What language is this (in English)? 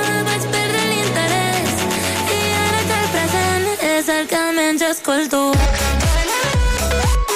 Catalan